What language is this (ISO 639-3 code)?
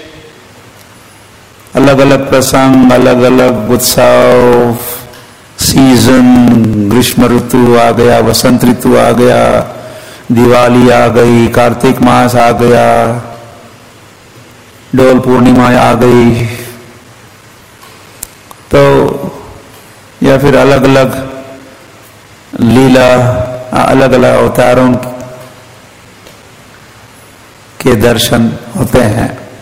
hin